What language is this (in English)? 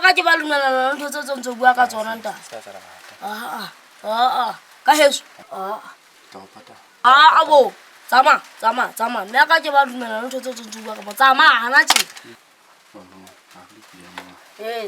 Southern Sotho